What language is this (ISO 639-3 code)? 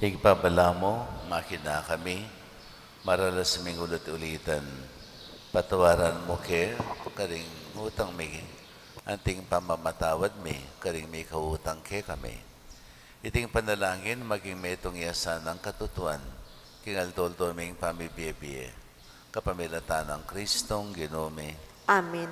pam